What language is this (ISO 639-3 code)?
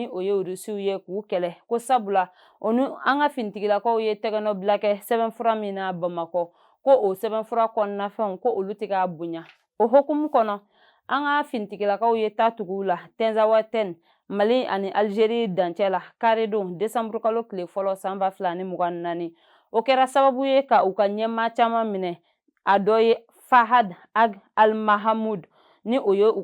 bam